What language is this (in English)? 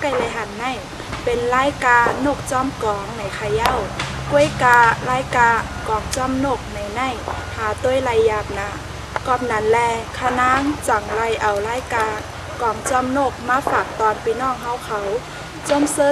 Shan